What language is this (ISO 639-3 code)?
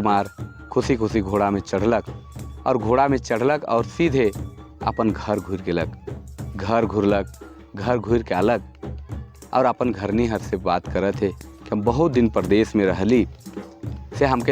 sck